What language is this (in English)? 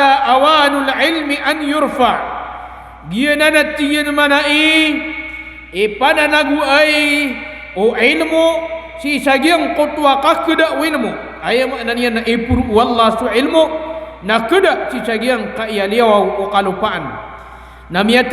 Maranao